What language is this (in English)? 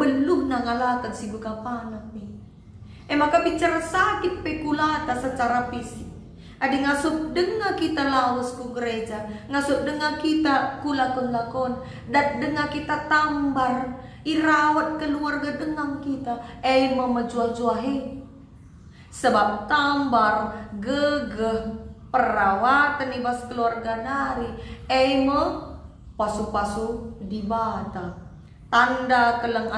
Batak Karo